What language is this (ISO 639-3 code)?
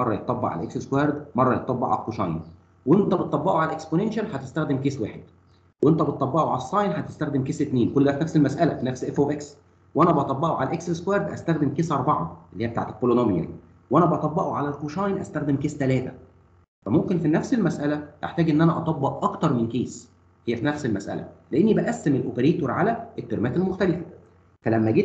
arz